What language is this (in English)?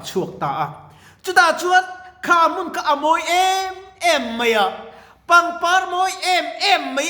Mizo